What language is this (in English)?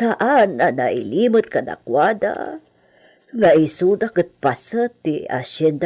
Iloko